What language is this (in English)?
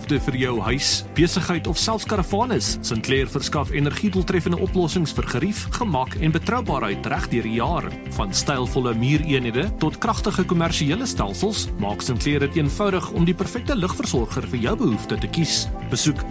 Afrikaans